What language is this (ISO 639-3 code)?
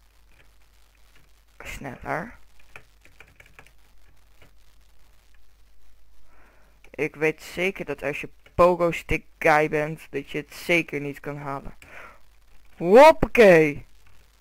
nld